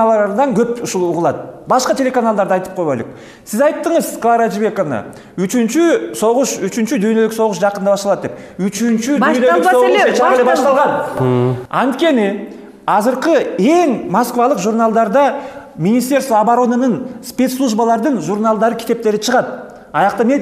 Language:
Kyrgyz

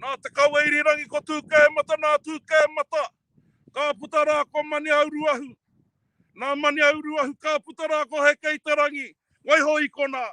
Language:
Māori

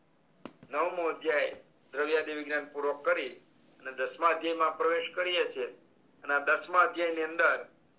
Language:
Gujarati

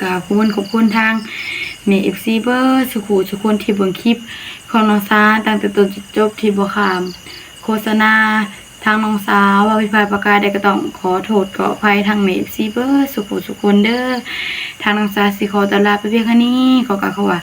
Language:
Northeastern Thai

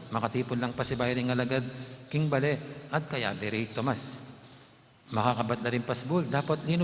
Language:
Pampanga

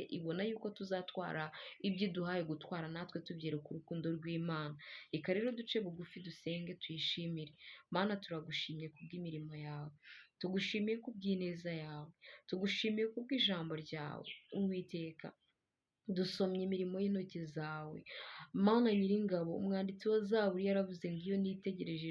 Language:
Kinyarwanda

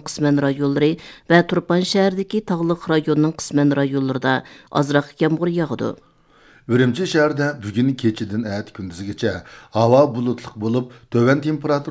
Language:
Uyghur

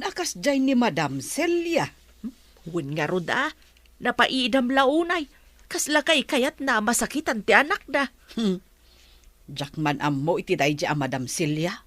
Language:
Iloko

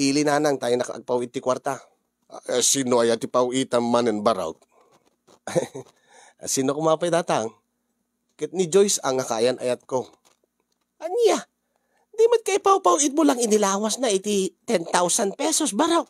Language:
Iloko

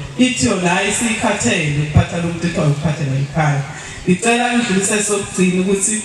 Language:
Zulu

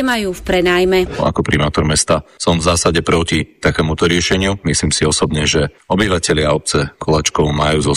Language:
Slovak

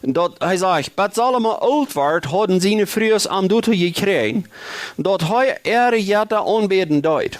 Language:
Plautdietsch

